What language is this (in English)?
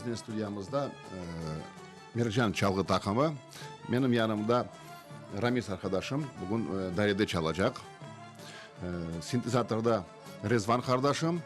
Crimean Tatar